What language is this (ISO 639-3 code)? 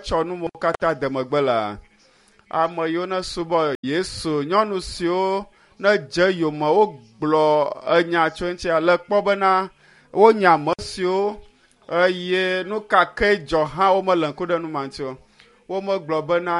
ewe